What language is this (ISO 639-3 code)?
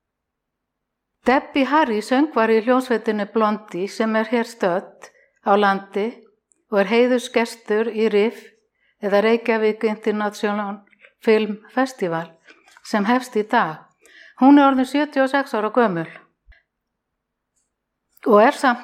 isl